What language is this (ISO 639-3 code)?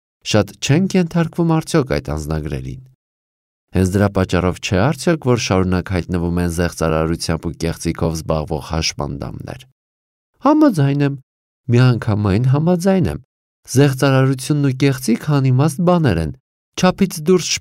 hye